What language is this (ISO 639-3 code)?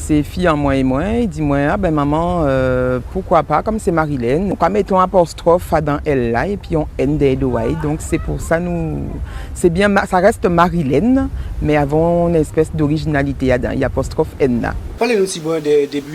gcf